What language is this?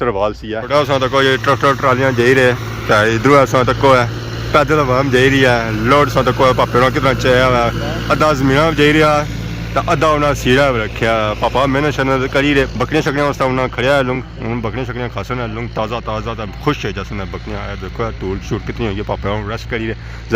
Pahari-Potwari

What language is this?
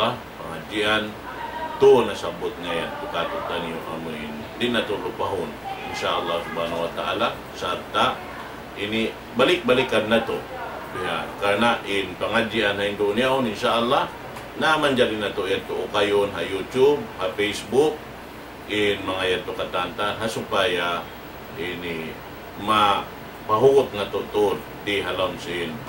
Tausug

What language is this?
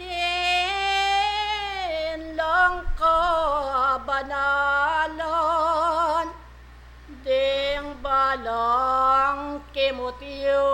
Pampanga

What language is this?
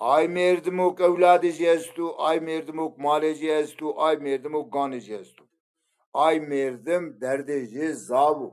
Zaza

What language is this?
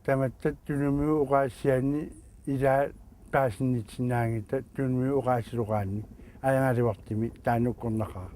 Kalaallisut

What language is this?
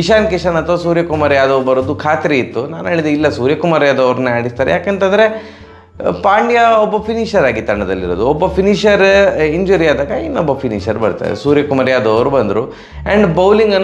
Kannada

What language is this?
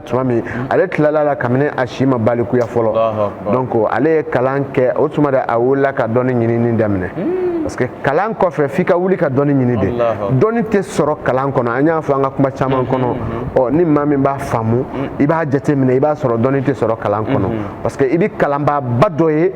Bambara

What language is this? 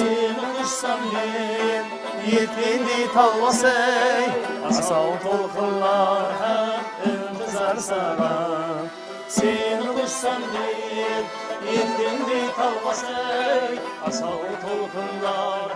Kara-Kalpak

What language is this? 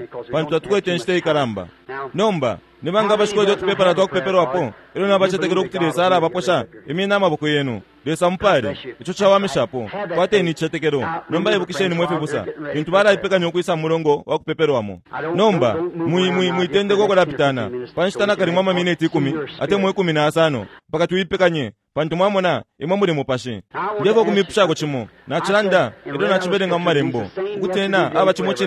Bemba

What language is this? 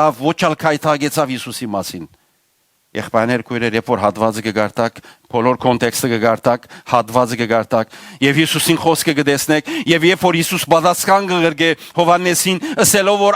Western Armenian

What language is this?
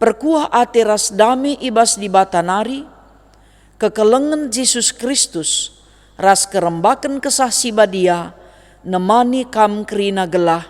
Batak Karo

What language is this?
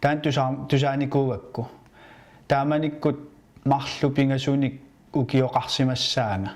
Kalaallisut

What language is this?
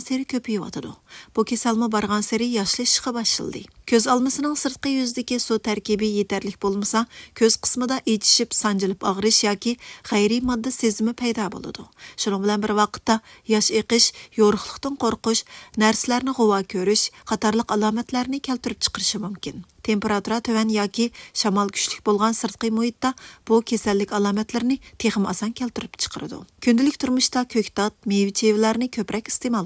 Uyghur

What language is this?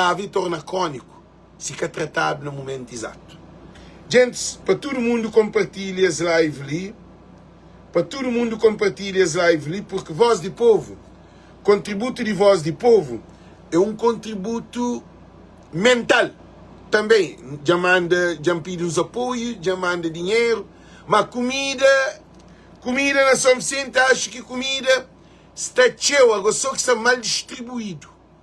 Kabuverdianu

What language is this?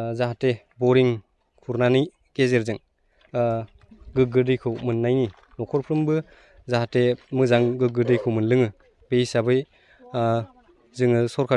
Bodo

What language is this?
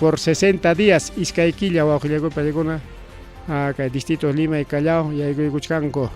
Ayacucho Quechua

